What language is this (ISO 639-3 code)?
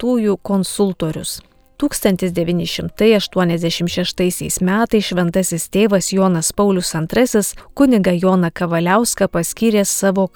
lit